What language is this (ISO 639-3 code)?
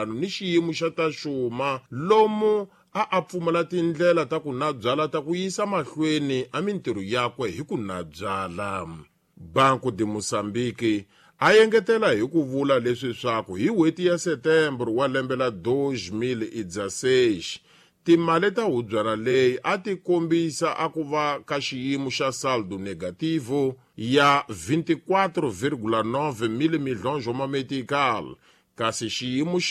tso